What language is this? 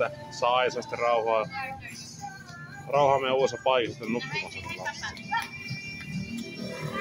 Finnish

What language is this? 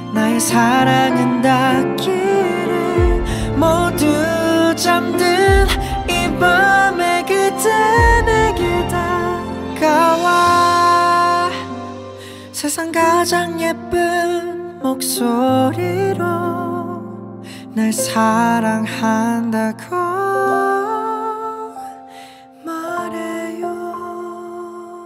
Korean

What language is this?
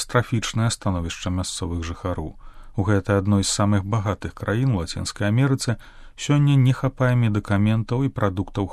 Belarusian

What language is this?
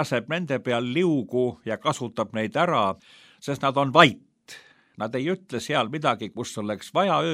Estonian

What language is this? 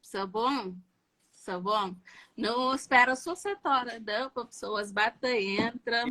Kabuverdianu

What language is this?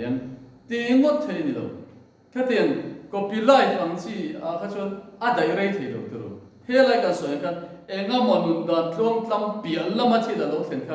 Mizo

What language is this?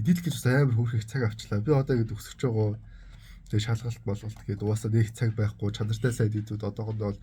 Mongolian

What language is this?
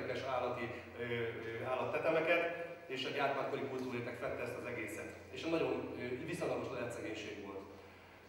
Hungarian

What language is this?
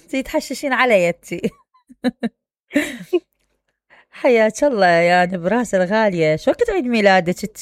Mesopotamian Arabic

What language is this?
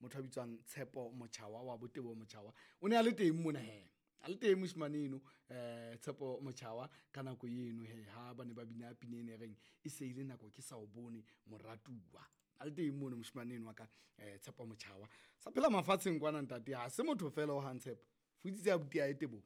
Southern Sotho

